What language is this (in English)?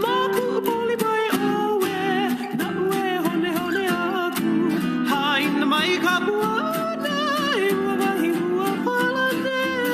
Hawaiian